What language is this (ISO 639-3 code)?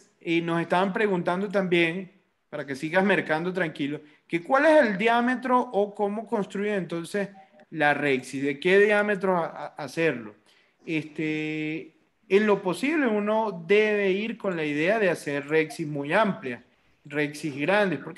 spa